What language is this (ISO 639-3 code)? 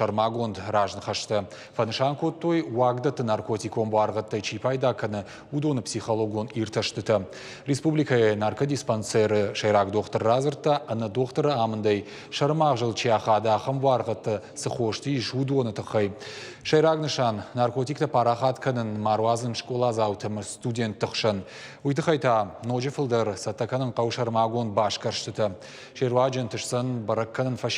oss